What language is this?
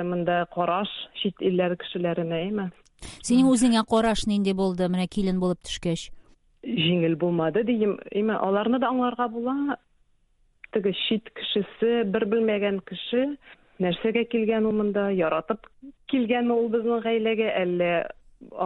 Tatar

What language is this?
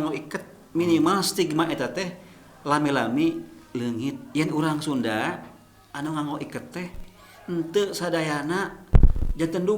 Sundanese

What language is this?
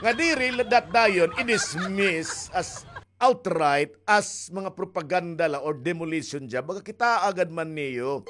Waray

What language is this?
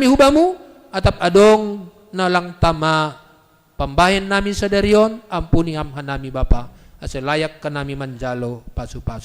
Batak Simalungun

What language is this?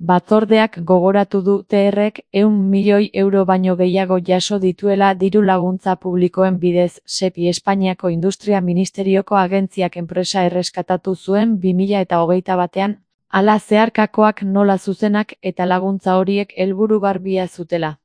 Basque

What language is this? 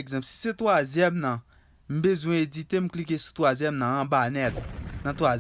Haitian Creole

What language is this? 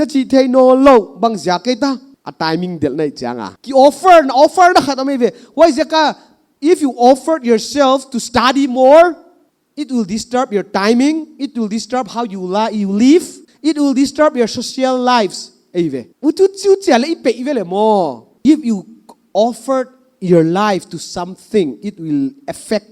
Paite Chin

